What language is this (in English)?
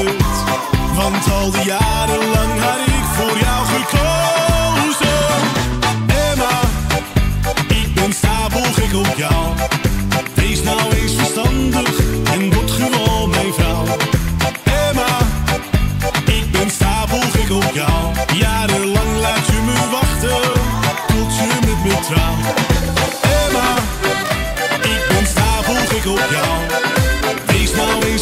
Dutch